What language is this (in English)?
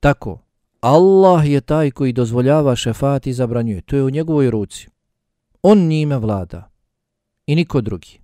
Bosnian